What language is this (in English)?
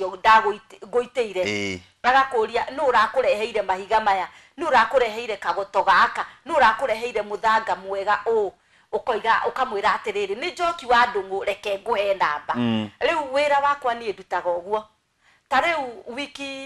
Kikuyu